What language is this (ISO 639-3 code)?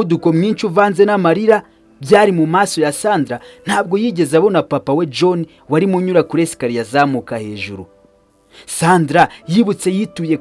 kin